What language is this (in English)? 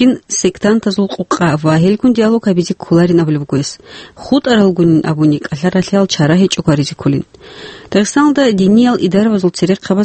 Avaric